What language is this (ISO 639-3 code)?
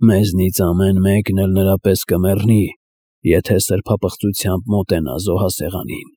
hye